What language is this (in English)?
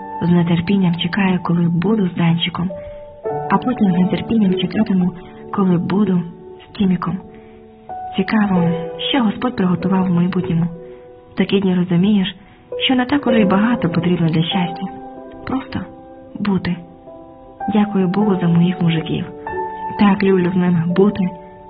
Ukrainian